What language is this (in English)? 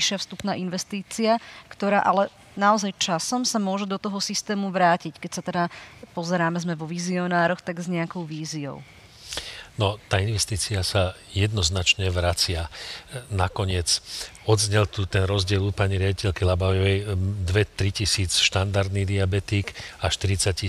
Slovak